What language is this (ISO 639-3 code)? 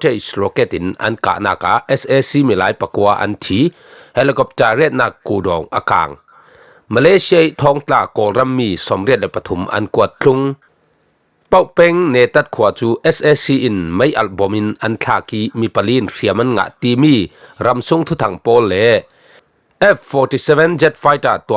cfm